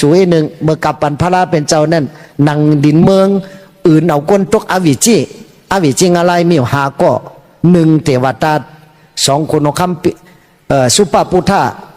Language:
Shan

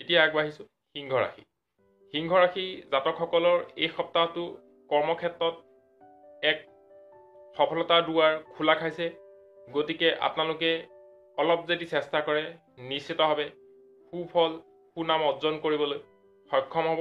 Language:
Assamese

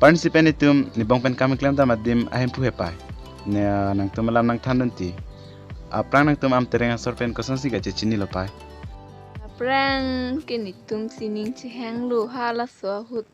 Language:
Karbi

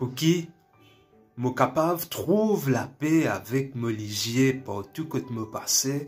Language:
Morisyen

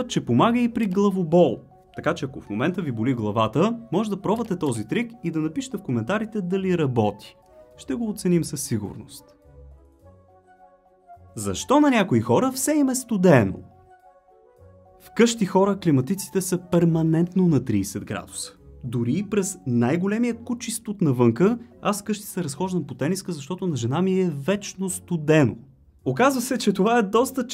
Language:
Bulgarian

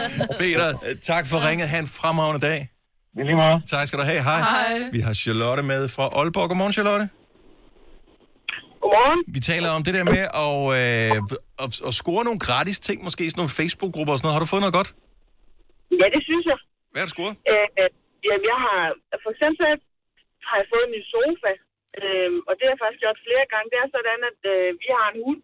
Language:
Danish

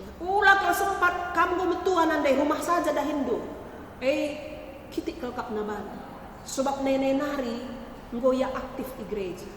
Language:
Batak Karo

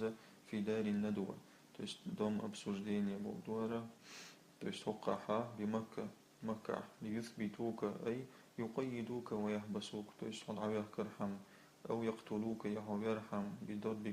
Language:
Chechen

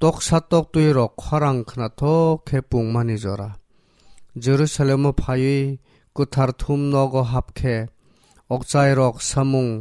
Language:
Kok Borok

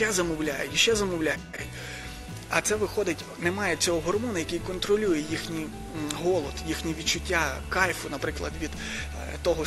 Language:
Ukrainian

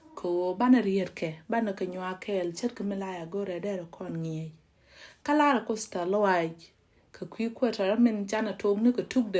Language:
Nuer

